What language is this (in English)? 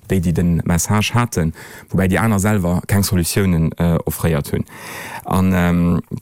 Luxembourgish